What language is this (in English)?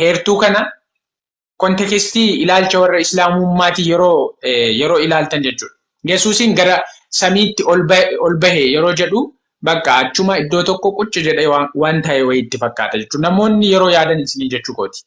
Oromo